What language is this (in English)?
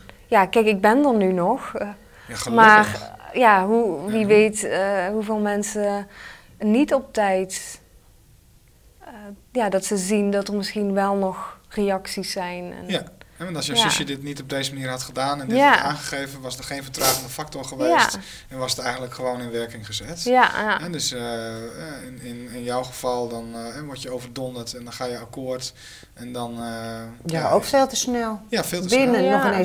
Dutch